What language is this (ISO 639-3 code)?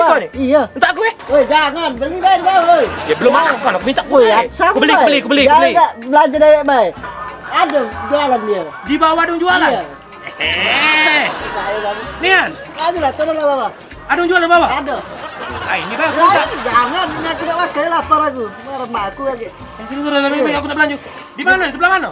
mui